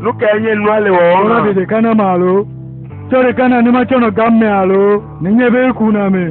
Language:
Ewe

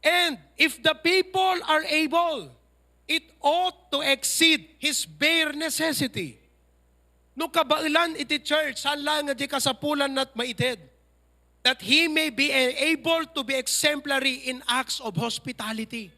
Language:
Iloko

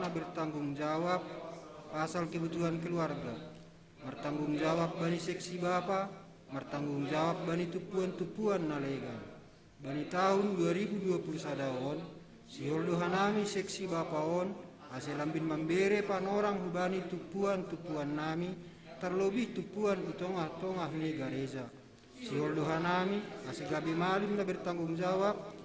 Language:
Batak Simalungun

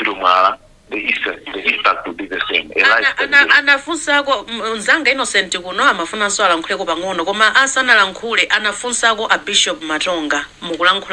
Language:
Nyanja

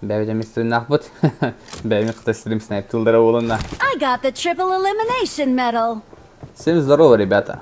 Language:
Yakut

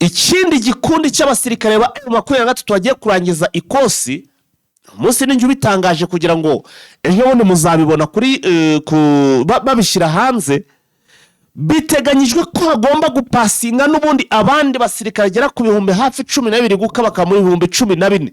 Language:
Kinyarwanda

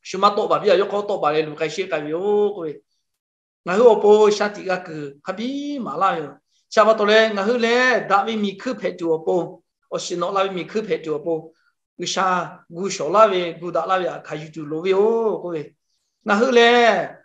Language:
Lahu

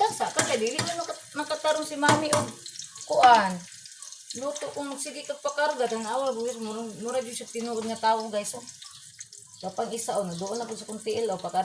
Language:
Cebuano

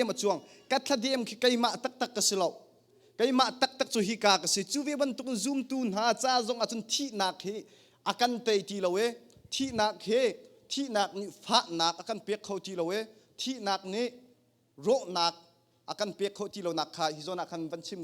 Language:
Hakha Chin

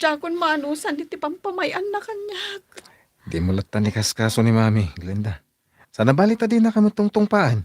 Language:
Iloko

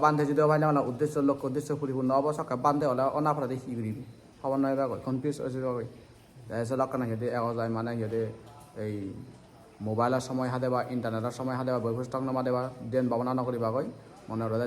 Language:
Chakma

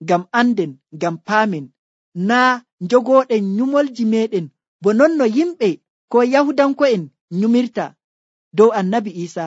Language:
Nigerian Fulfulde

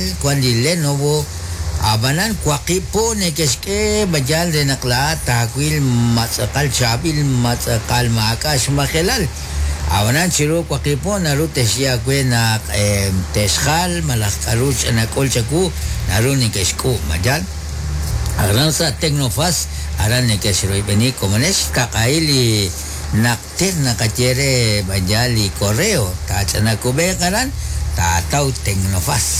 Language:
Kekchí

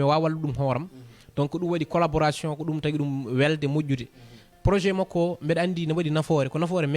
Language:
Fula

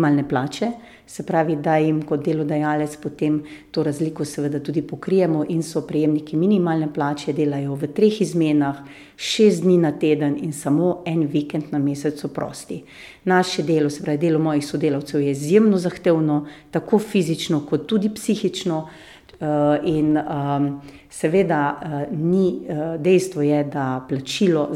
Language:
Slovenian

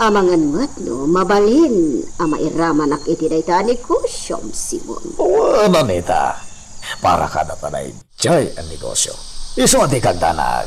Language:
Iloko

